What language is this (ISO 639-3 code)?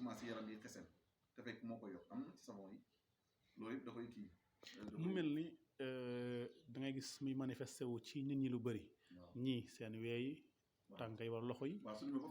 wol